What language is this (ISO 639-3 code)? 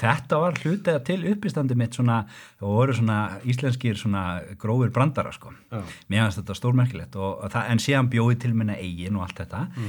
isl